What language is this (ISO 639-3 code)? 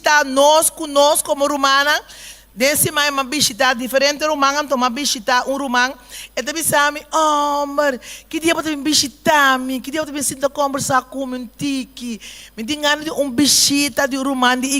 pap